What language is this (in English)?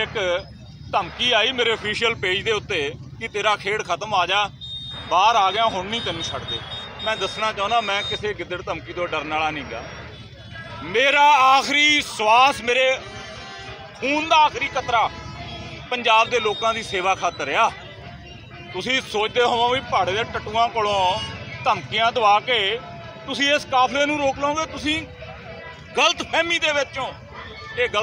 Punjabi